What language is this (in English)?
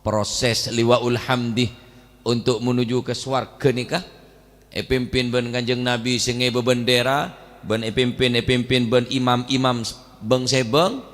Madurese